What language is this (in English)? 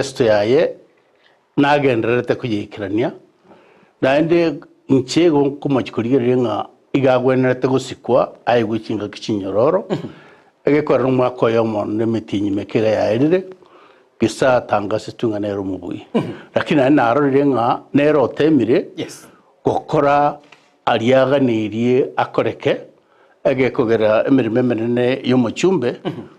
Gusii